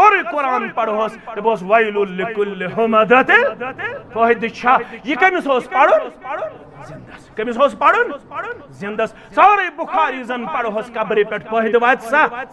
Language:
Kashmiri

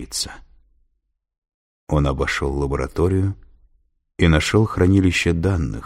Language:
Russian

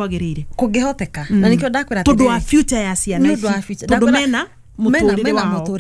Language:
Kikuyu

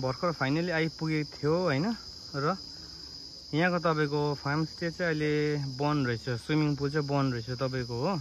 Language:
Nepali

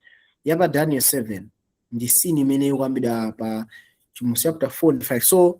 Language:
Nyanja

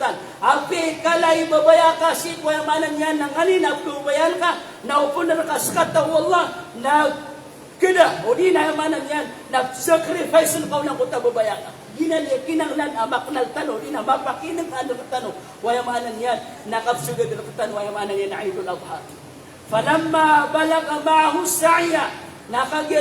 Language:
Maranao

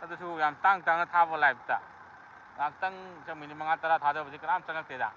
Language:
Manipuri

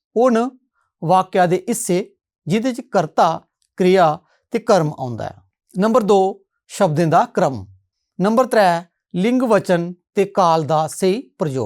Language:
Dogri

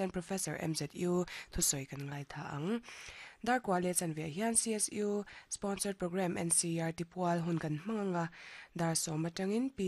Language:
Mizo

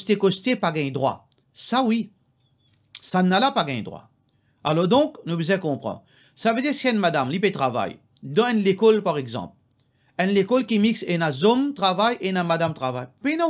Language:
Morisyen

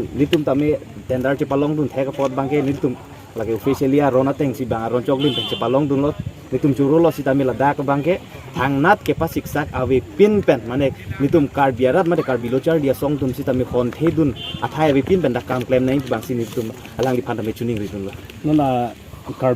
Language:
Karbi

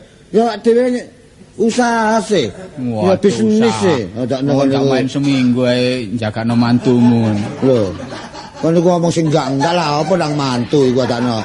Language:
Javanese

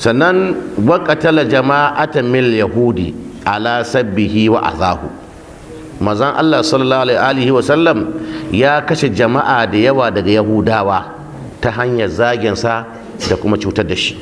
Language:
Hausa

